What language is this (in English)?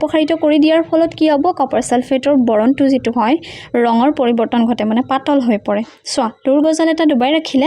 Assamese